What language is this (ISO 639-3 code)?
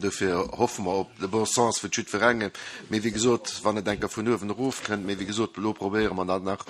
ltz